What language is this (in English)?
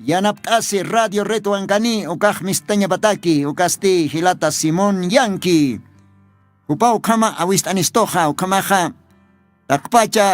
Aymara